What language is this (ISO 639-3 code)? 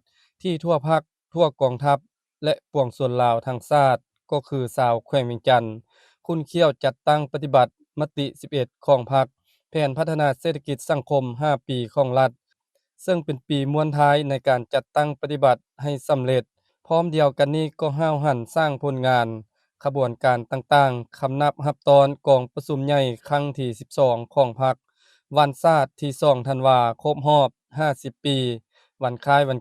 lao